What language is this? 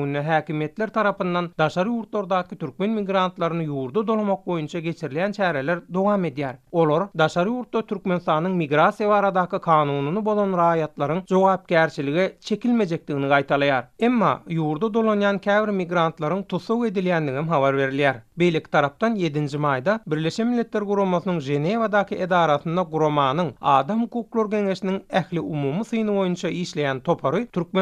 Turkmen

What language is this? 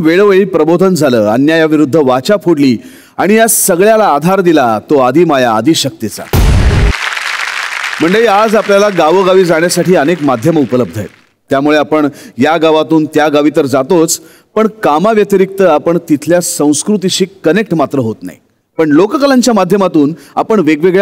Marathi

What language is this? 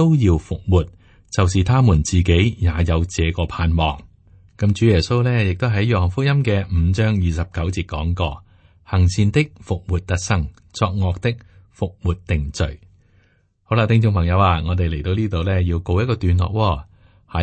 Cantonese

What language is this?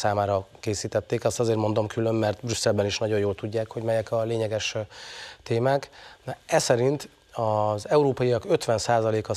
Hungarian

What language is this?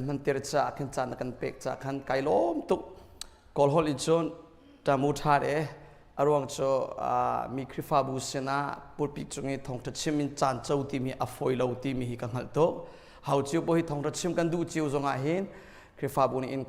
Hakha Chin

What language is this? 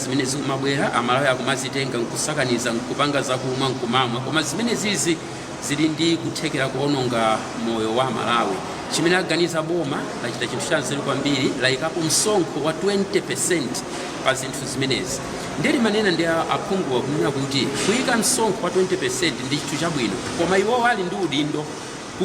Nyanja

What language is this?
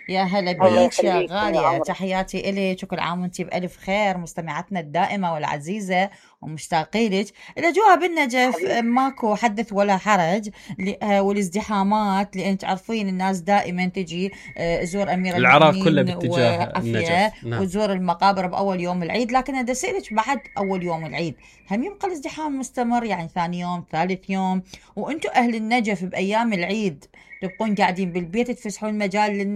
Mesopotamian Arabic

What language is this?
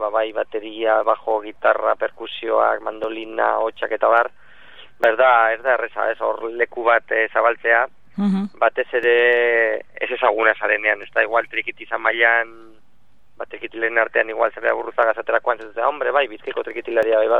Basque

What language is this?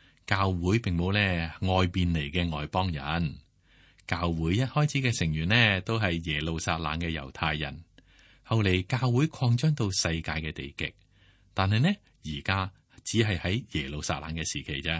Cantonese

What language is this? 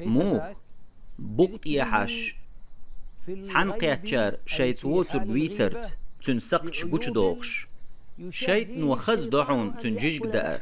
Chechen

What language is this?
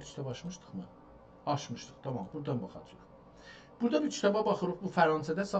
South Azerbaijani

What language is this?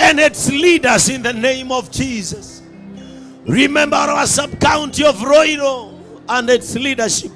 Kikuyu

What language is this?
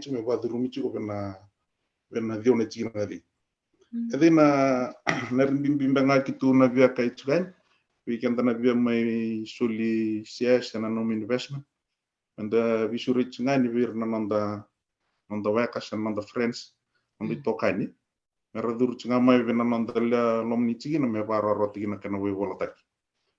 Fijian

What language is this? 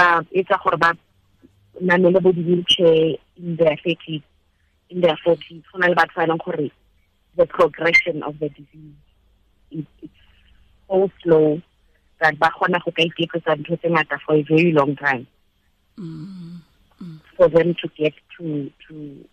Tswana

